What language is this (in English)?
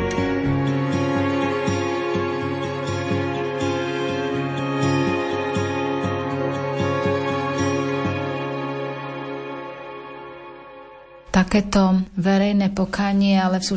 Slovak